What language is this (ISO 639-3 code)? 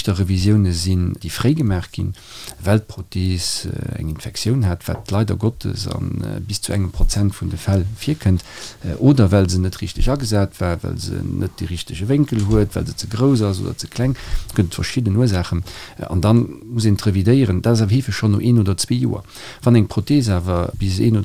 ltz